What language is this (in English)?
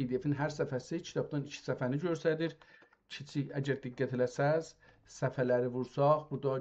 South Azerbaijani